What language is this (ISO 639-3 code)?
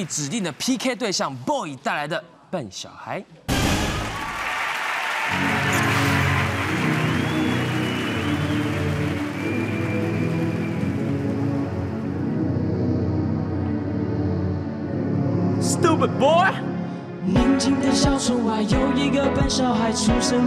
zho